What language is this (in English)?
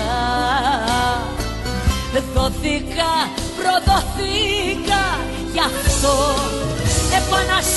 Greek